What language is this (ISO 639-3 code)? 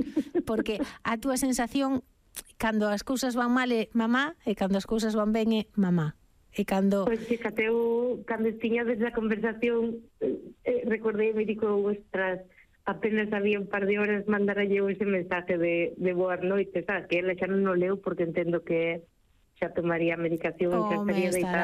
glg